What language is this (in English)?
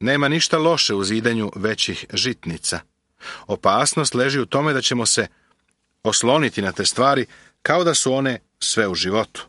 Serbian